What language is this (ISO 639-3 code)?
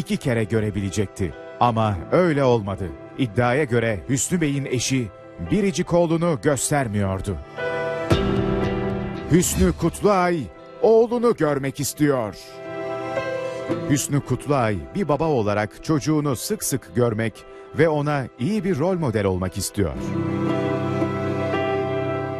tur